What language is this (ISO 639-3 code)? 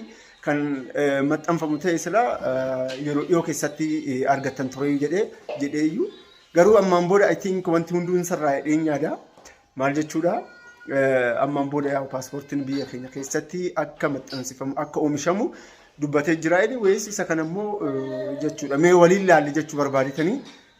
orm